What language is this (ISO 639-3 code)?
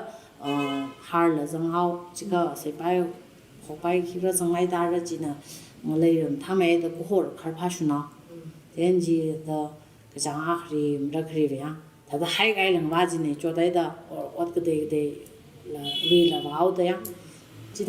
nmf